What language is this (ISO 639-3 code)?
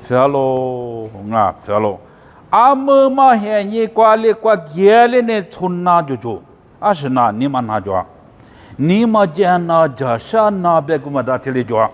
lis